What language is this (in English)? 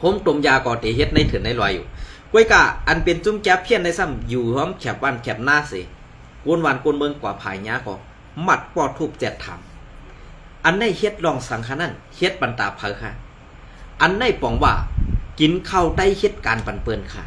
Shan